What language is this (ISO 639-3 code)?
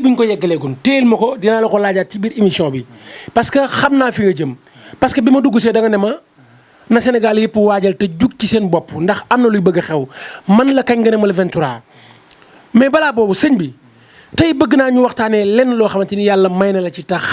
wol